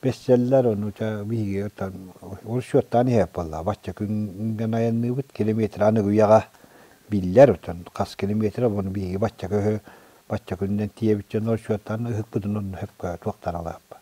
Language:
Yakut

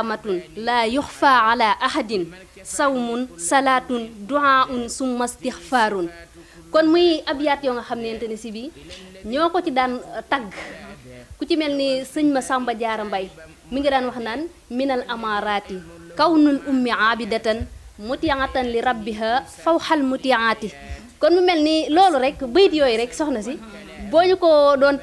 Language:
Wolof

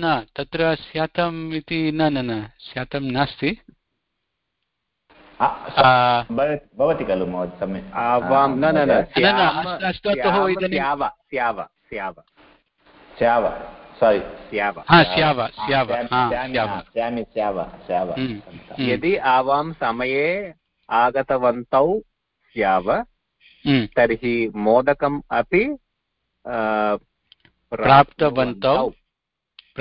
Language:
Sanskrit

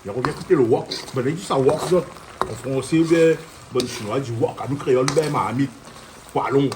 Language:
Réunion Creole French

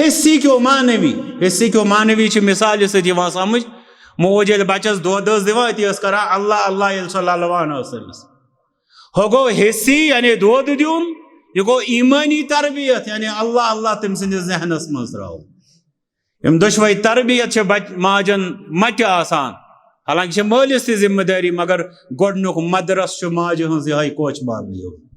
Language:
Kashmiri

